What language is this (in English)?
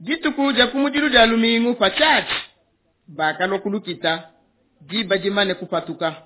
Luba-Lulua